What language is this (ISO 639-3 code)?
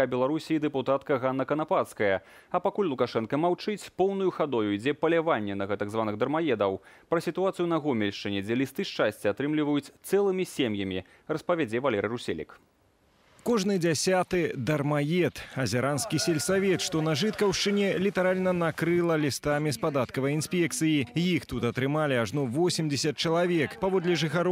bel